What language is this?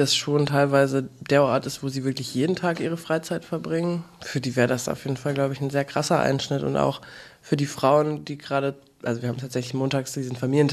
German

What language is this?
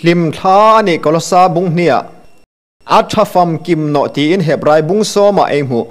Hmar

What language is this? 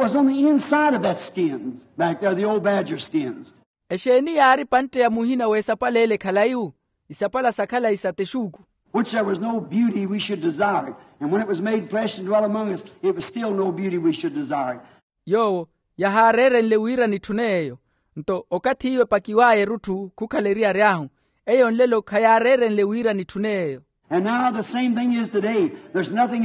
Makhuwa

